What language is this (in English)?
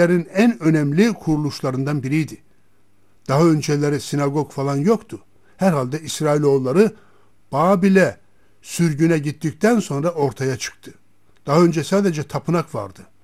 Turkish